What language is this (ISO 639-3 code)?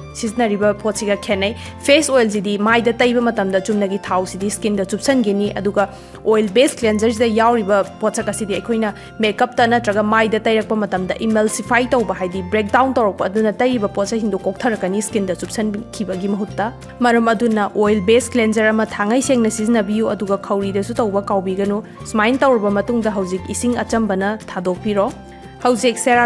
mni